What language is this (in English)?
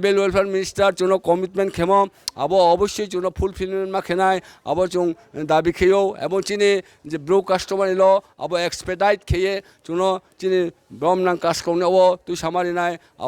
Riang (India)